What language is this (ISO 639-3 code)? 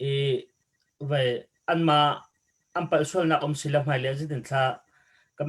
cnh